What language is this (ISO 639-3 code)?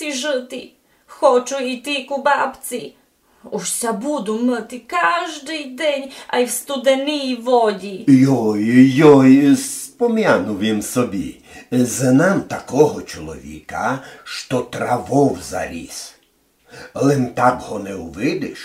rue